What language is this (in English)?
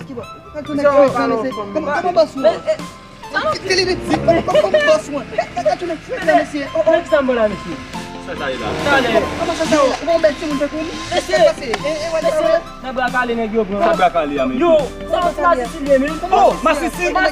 Haitian Creole